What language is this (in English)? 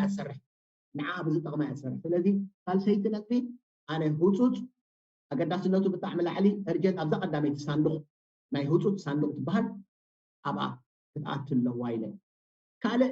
Tigrinya